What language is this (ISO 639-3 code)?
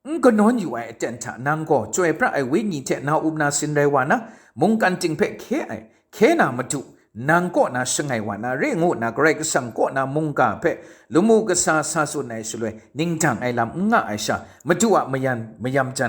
kac